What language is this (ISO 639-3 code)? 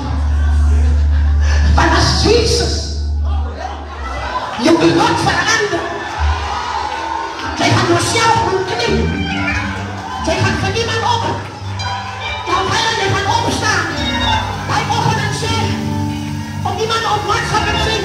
afr